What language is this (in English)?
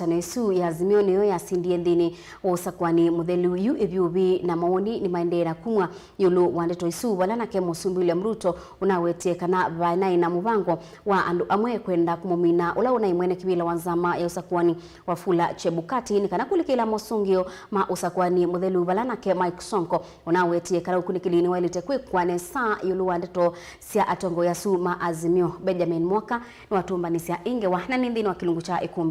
Kamba